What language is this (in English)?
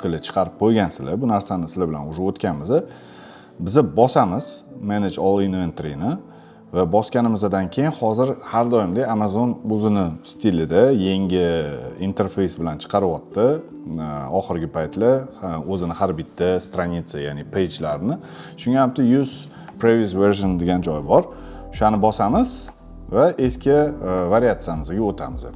Uzbek